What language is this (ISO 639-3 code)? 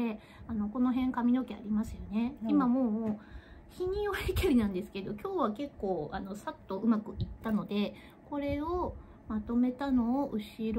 jpn